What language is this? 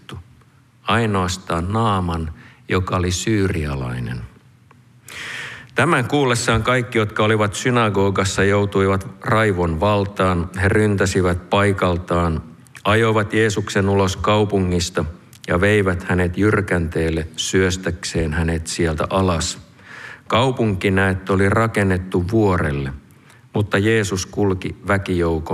Finnish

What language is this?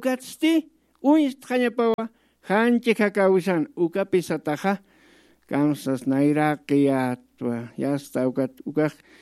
Aymara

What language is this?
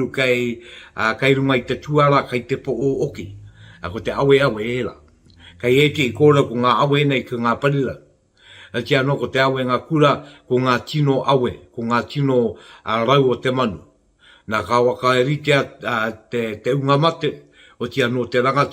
Māori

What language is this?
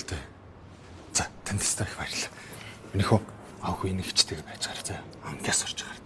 Mongolian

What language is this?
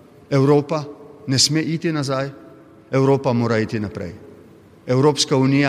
Slovenian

